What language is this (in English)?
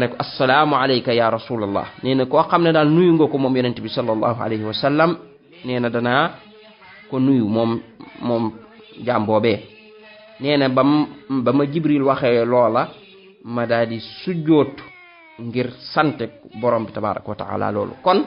Wolof